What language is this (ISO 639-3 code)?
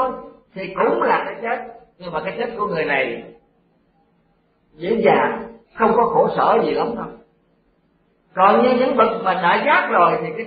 vie